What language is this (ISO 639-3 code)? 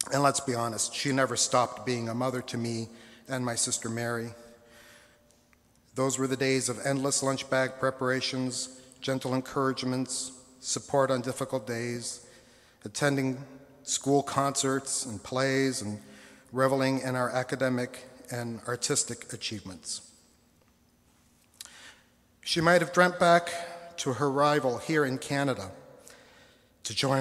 eng